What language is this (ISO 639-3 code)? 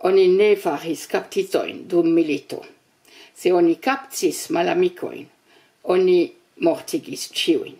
epo